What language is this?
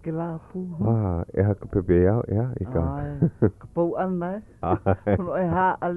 Hawaiian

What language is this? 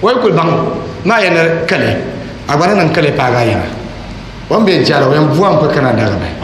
Dagbani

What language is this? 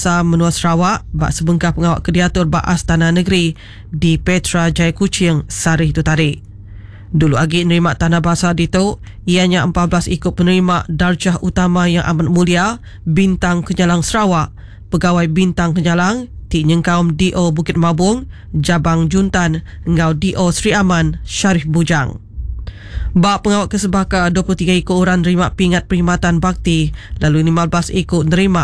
Iban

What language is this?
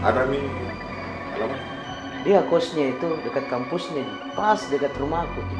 Makassar Malay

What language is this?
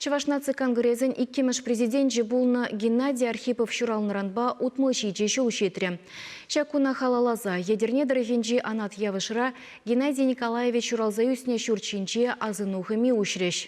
Chuvash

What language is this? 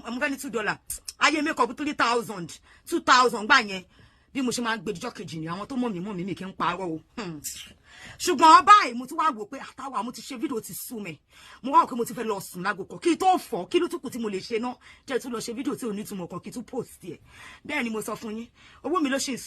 Yoruba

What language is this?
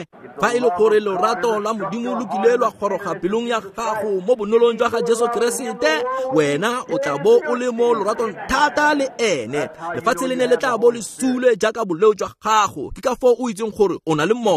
Tswana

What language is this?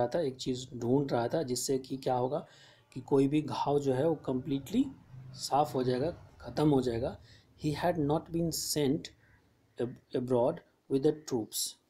Hindi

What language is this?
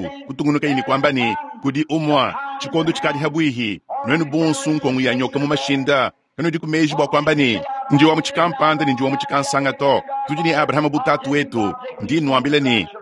Luba-Lulua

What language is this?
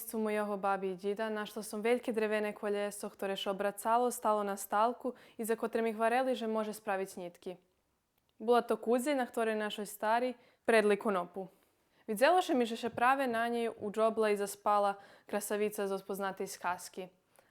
Rusyn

